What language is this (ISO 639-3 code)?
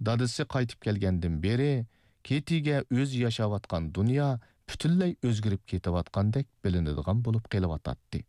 uig